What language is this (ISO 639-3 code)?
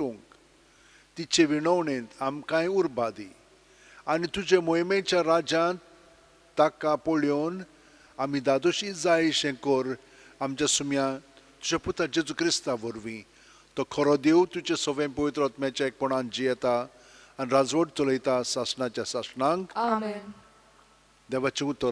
kok